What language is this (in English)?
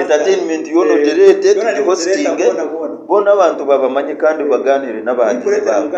Nyankole